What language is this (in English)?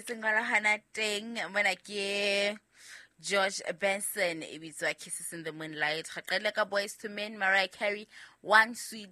Southern Sotho